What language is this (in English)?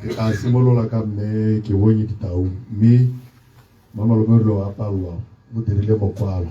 Tswana